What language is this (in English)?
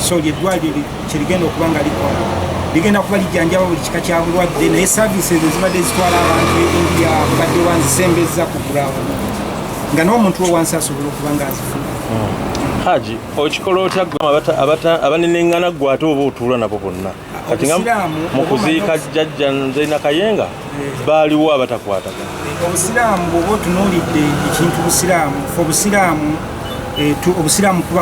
Ganda